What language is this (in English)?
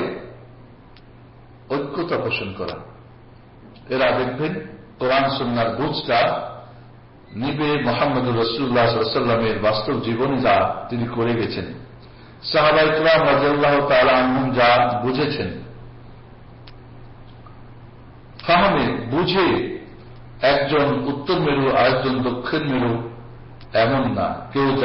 Bangla